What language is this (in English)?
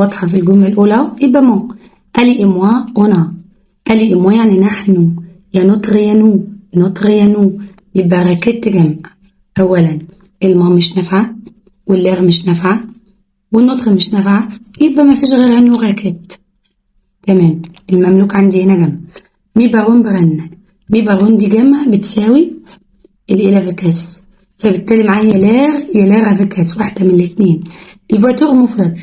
Egyptian Arabic